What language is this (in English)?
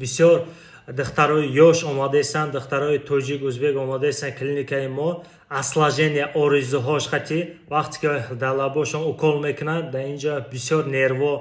Tajik